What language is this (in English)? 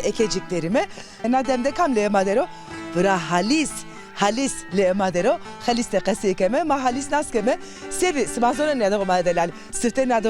Zaza